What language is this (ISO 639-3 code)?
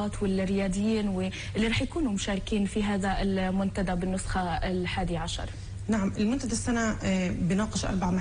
apc